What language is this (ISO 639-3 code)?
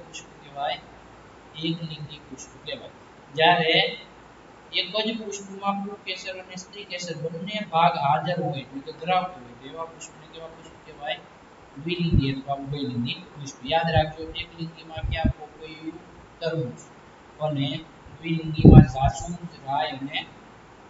guj